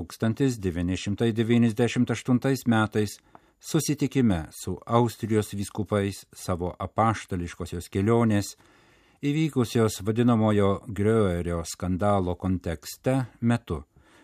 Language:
Lithuanian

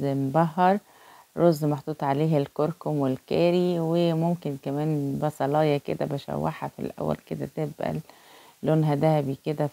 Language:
Egyptian Arabic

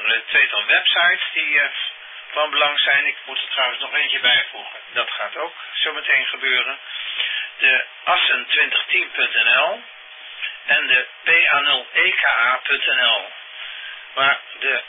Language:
Dutch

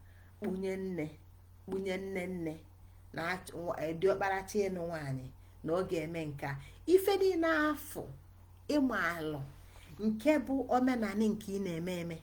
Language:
Igbo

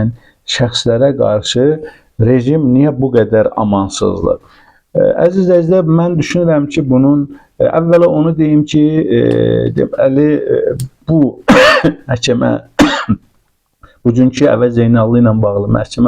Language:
Azerbaijani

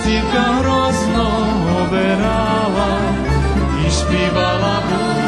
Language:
Rusyn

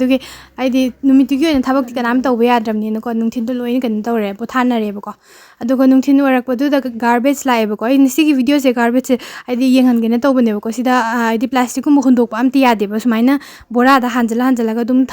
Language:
Manipuri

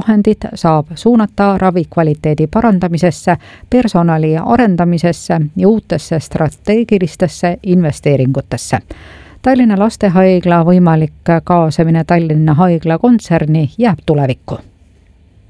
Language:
Estonian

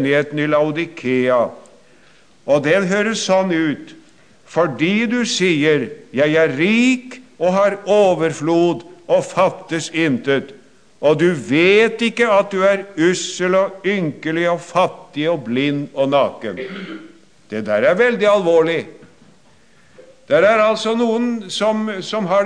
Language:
Norwegian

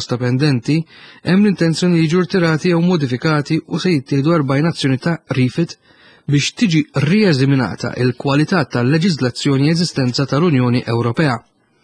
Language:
Maltese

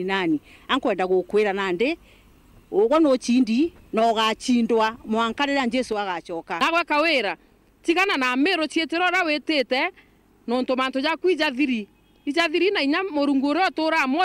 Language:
Meru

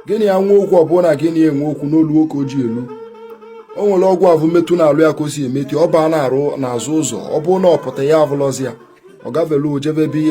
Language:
Igbo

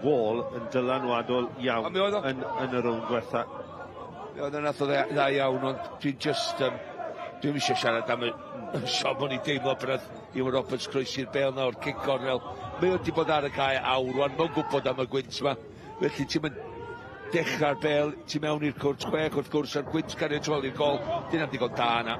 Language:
Welsh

